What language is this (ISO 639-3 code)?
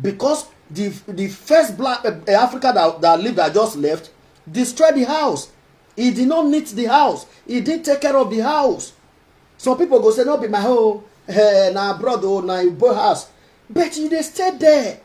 pcm